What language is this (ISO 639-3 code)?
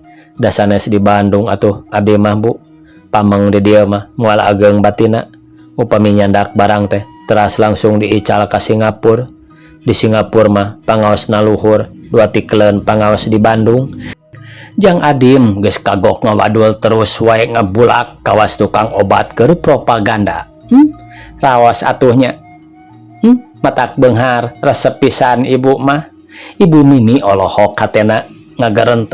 sun